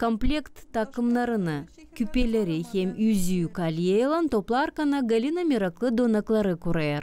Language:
Gagauz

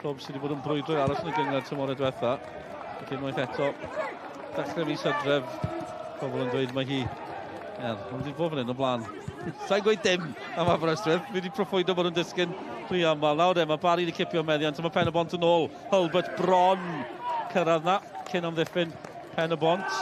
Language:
Welsh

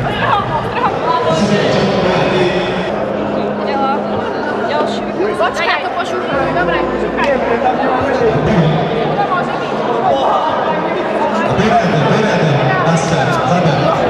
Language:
Slovak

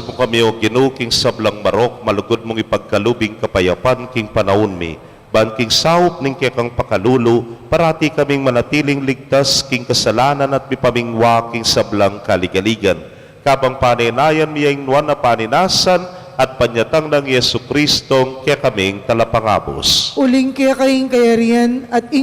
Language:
Pampanga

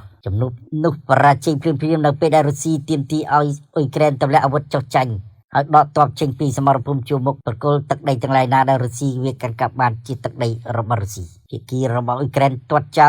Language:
Khmer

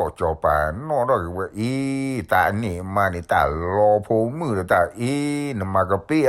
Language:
S'gaw Karen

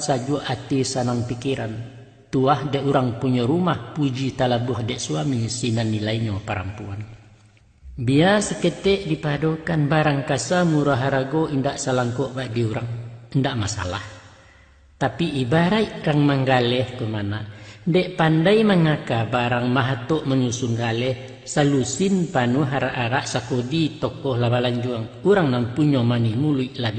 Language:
Minangkabau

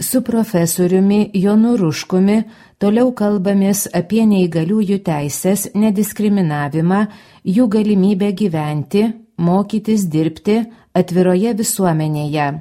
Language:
Lithuanian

